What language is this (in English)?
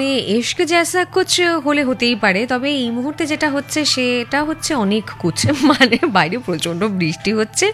Bangla